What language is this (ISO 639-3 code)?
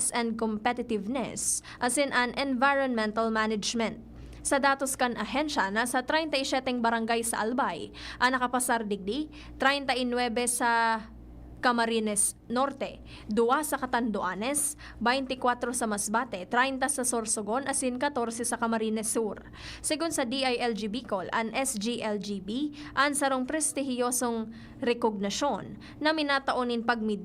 bik